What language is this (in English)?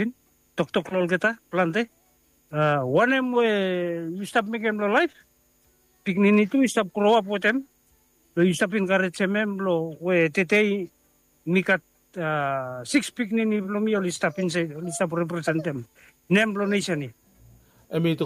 Bislama